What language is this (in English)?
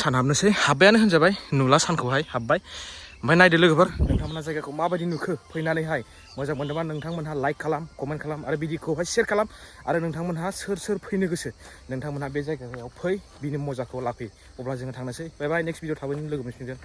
Bodo